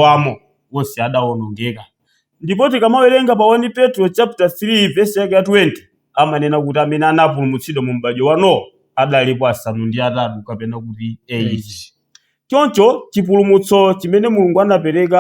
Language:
Nyanja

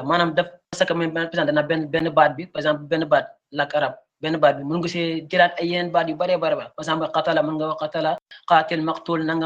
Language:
Wolof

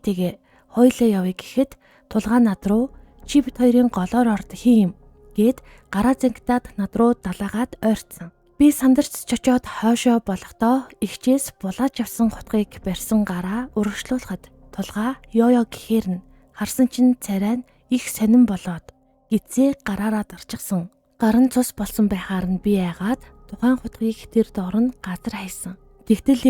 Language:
Mongolian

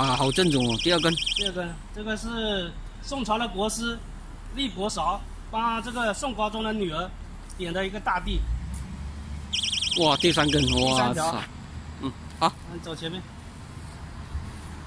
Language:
Chinese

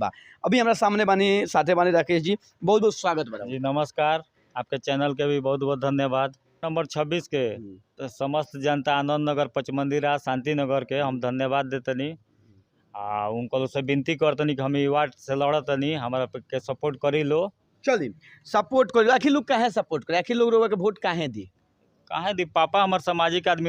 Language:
Bhojpuri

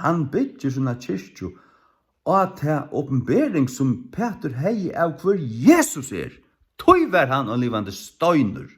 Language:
Faroese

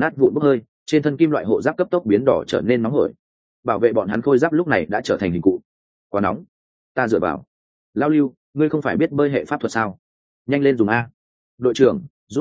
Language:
Vietnamese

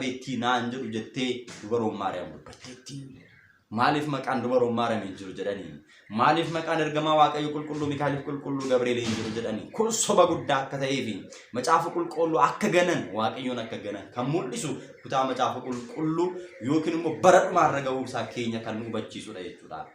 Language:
Oromo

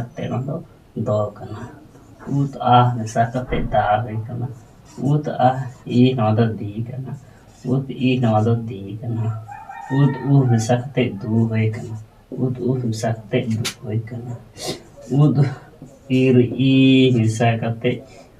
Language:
Santali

